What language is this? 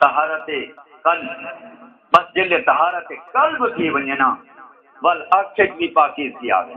Saraiki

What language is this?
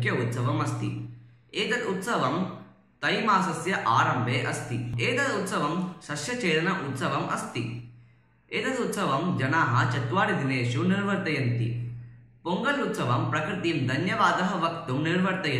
Sanskrit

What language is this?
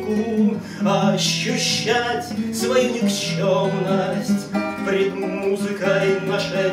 Russian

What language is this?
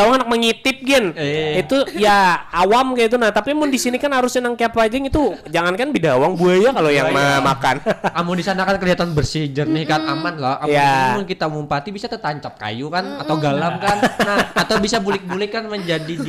Banjar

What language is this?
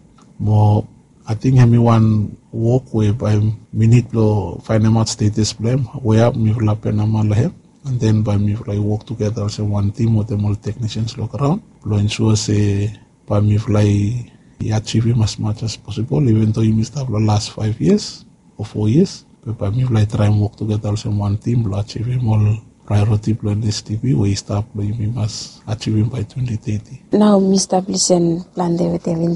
Bislama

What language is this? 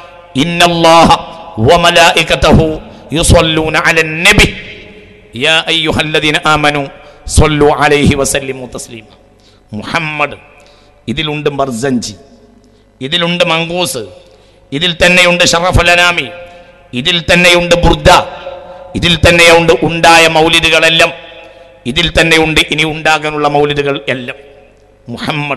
Malayalam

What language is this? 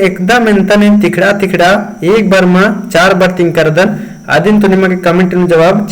Kurukh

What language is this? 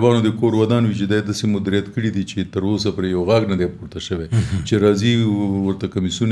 Pashto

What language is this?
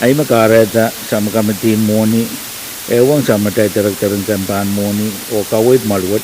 Pohnpeian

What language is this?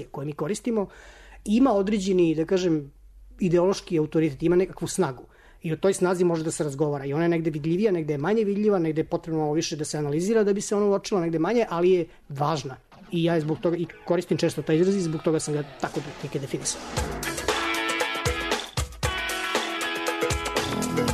Serbian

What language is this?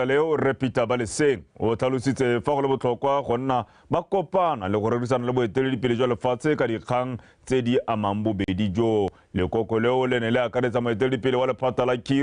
Tswana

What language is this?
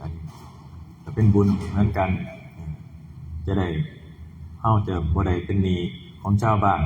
Northeastern Thai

